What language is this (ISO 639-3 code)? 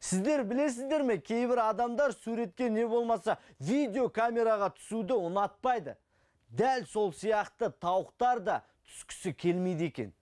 kir